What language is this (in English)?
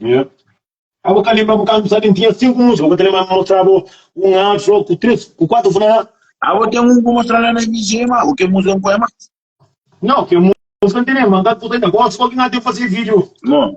Kabuverdianu